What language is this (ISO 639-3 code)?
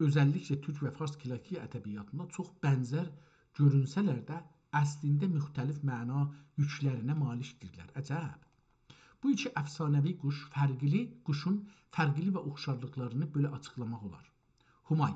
azb